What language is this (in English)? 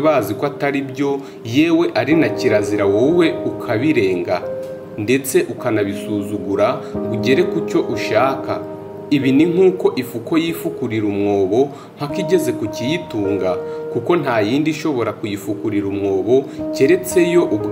Kinyarwanda